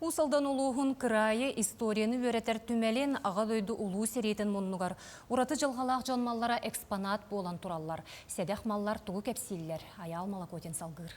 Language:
Yakut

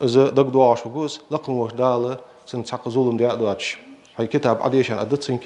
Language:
Ingush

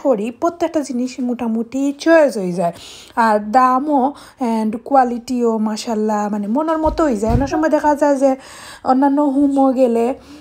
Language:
Sylheti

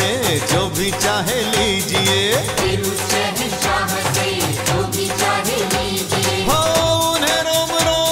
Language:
Hindi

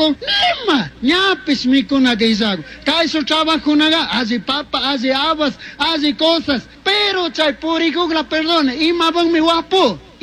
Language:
Chimborazo Highland Quichua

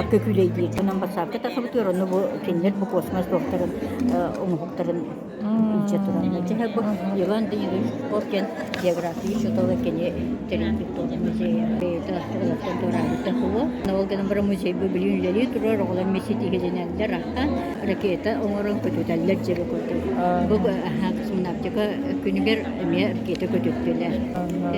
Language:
Yakut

